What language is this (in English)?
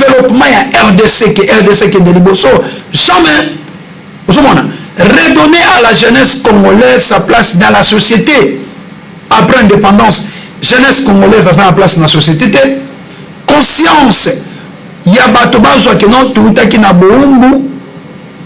Lingala